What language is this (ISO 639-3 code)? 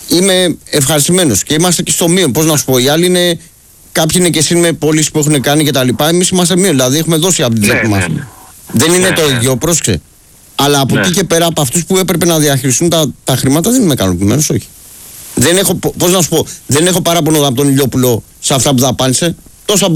ell